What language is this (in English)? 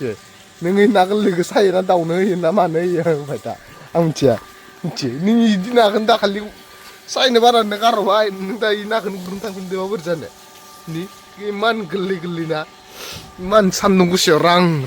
Bodo